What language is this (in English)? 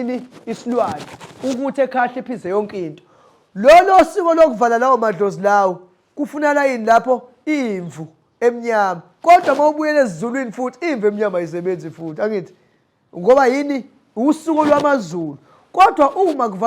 Zulu